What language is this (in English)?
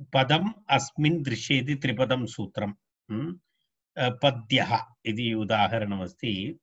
Sanskrit